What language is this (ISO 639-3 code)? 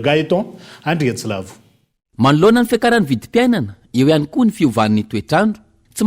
mlg